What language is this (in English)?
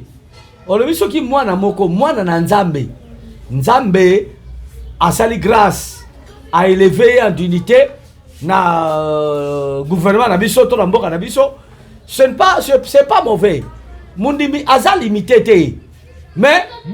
Lingala